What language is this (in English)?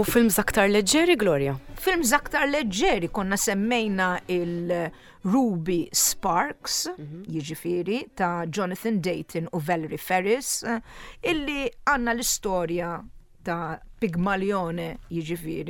Maltese